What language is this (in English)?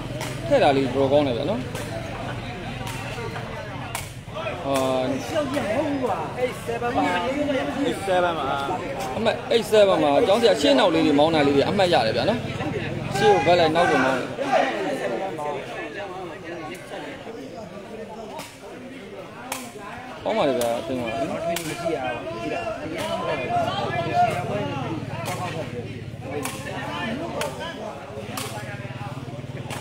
Burmese